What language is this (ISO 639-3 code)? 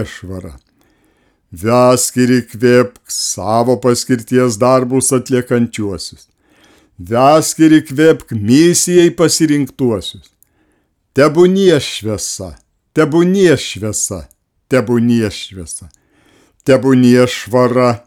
lit